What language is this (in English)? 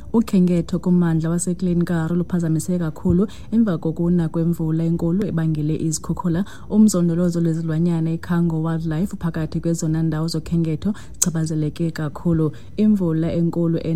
Xhosa